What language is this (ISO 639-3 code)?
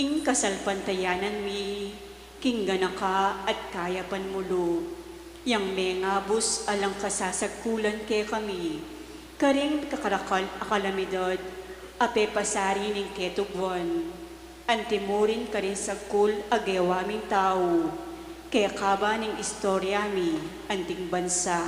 pam